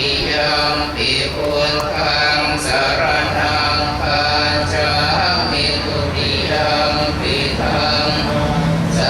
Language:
Pali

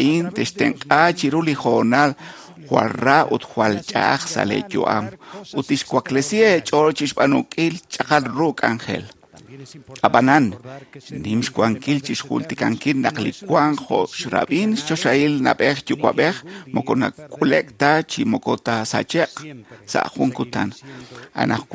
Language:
Kekchí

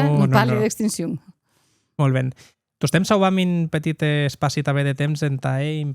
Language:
Occitan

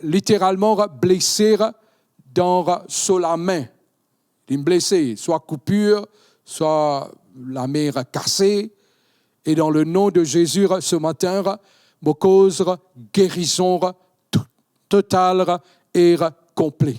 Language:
Morisyen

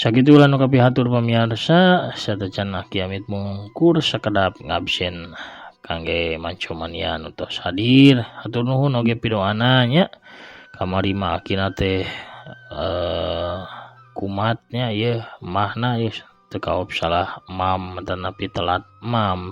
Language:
Sundanese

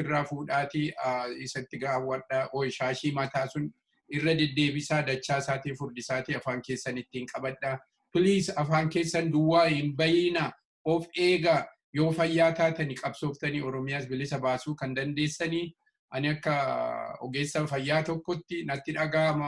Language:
Oromo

